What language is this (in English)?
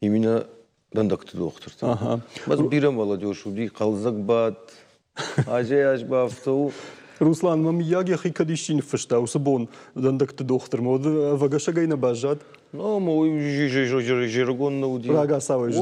Ossetic